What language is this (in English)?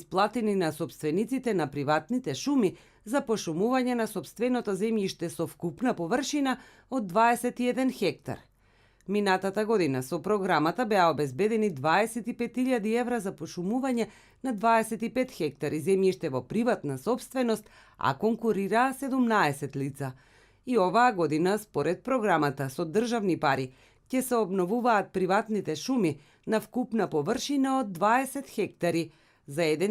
Macedonian